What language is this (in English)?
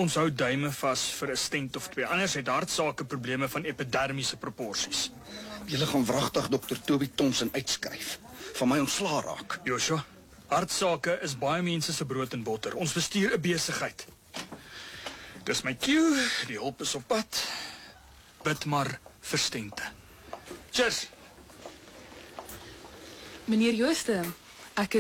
Afrikaans